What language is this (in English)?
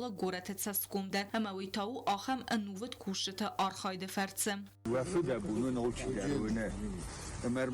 Ossetic